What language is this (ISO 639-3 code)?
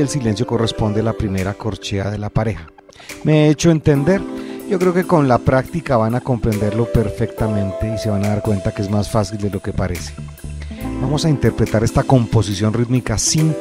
spa